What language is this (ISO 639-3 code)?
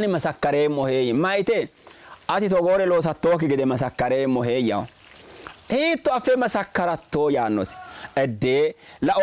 sid